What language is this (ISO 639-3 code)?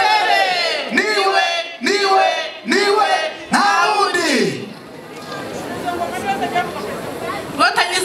kin